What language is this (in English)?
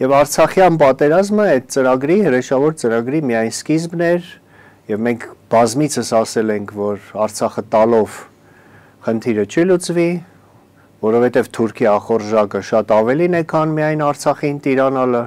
Armenian